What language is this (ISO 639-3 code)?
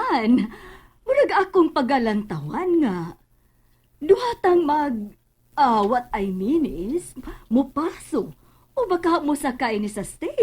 ceb